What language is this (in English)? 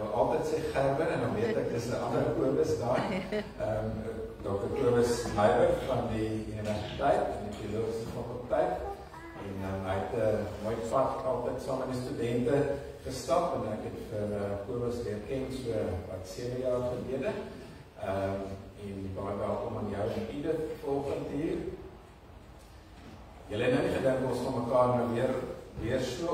Afrikaans